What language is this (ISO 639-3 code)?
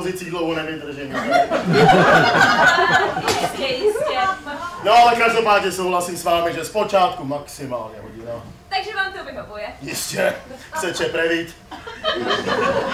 ces